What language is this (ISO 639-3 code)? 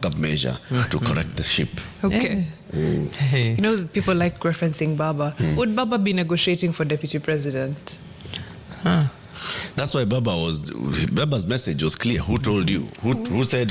swa